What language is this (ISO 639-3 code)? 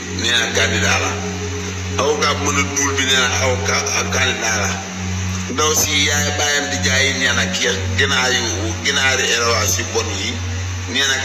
wol